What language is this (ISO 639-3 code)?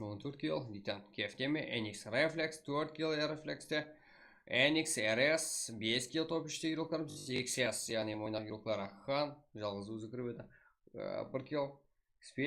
kaa